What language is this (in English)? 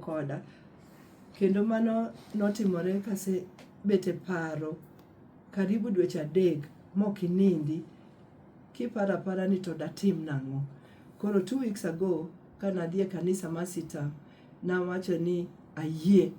Luo (Kenya and Tanzania)